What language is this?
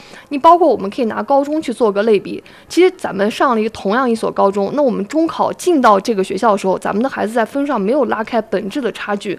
Chinese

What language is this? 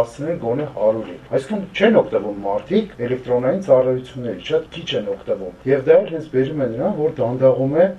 Armenian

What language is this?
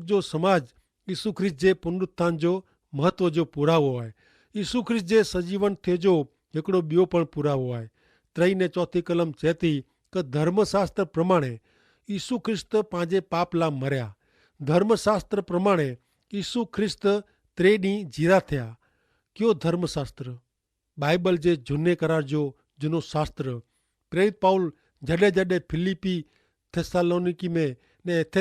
Kachhi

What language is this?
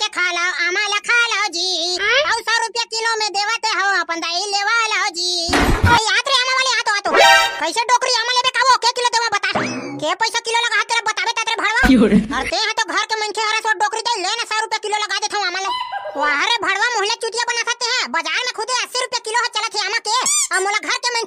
Chhattisgarhi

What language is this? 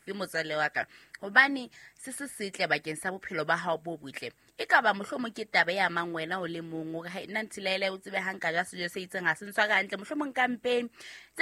Southern Sotho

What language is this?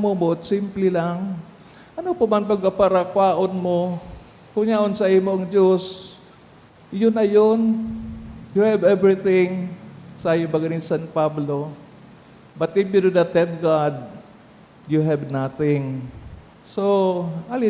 Bikol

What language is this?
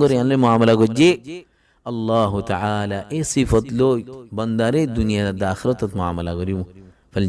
Rohingya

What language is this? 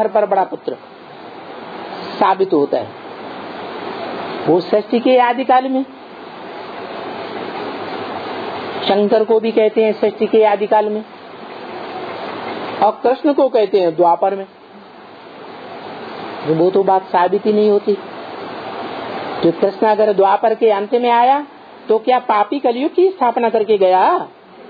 Hindi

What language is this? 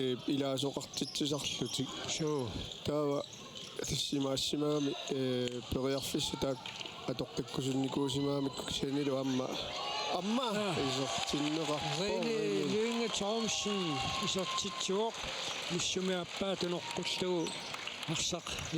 Kalaallisut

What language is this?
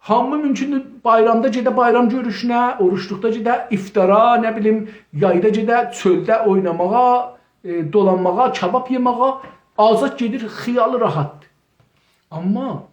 South Azerbaijani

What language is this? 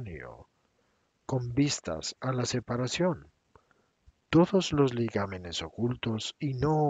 Spanish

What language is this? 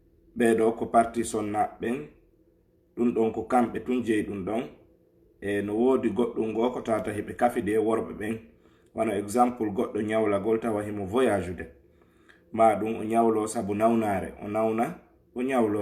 Fula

